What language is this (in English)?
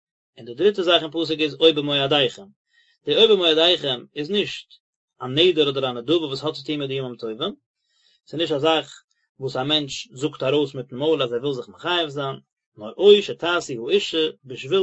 Yiddish